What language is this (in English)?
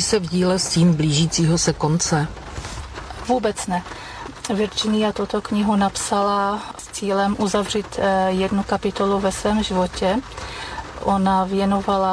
Czech